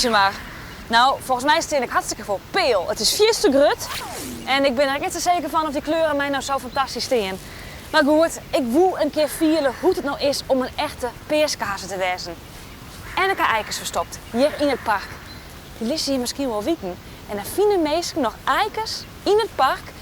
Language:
Western Frisian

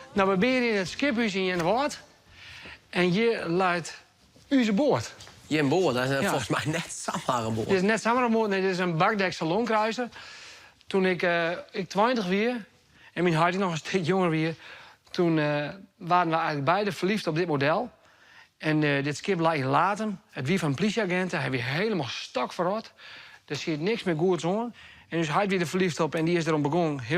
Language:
Western Frisian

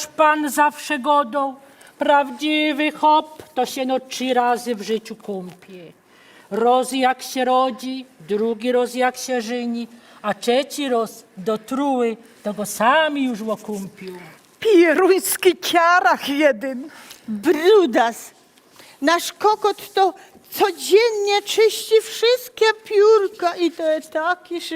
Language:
Silesian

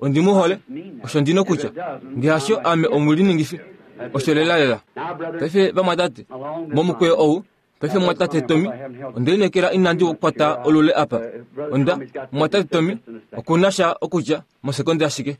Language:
Kuanyama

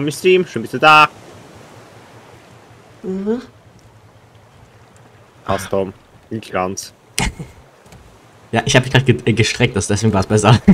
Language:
German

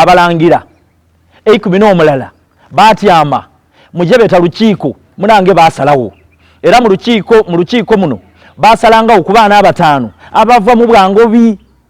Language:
Soga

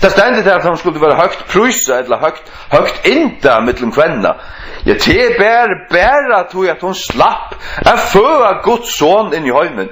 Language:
Faroese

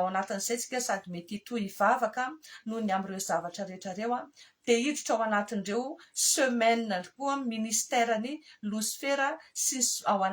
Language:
Malagasy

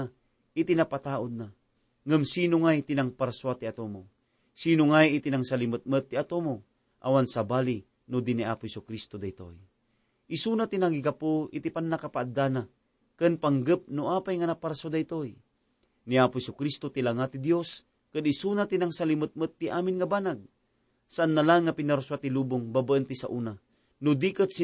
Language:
Iloko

